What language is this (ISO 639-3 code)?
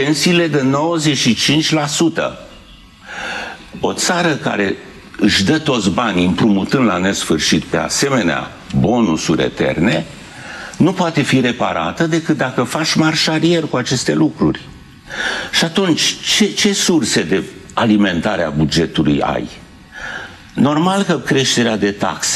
ron